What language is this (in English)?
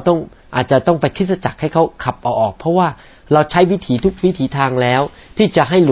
Thai